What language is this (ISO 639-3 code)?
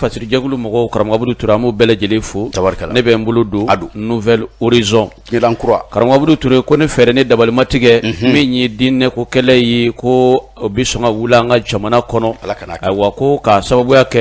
bam